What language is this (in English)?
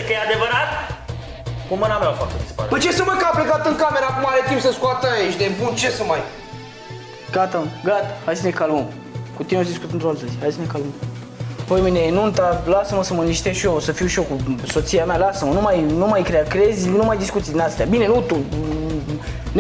Romanian